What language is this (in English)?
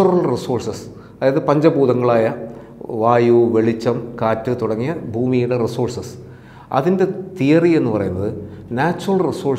Malayalam